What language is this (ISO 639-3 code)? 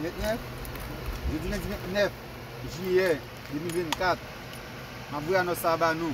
hat